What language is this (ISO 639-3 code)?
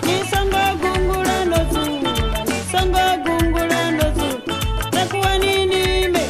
ven